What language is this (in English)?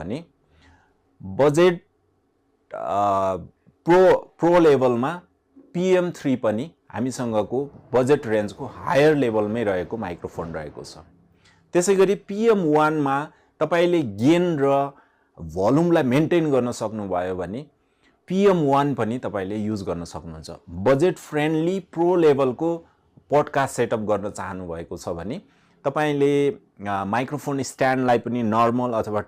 Nepali